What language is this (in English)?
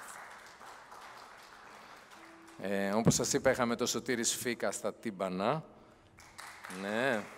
Greek